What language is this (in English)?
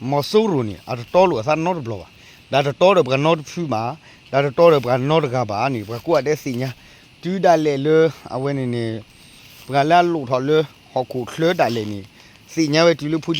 S'gaw Karen